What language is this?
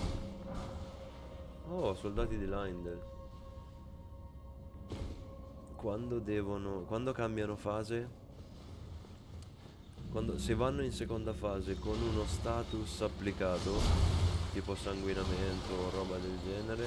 Italian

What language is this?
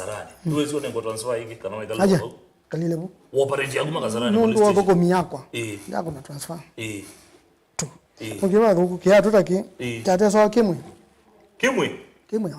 Kamba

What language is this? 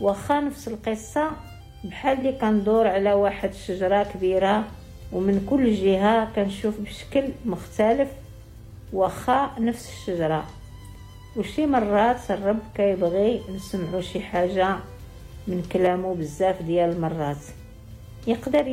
Moroccan Arabic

